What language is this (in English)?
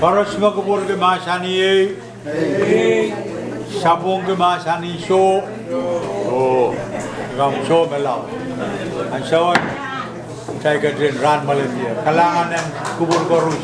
Pohnpeian